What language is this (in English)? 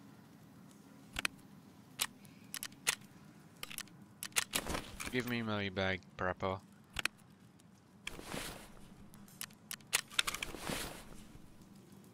English